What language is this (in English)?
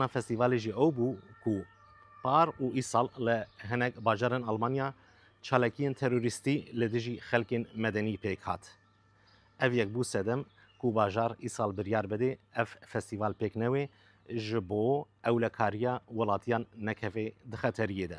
Kurdish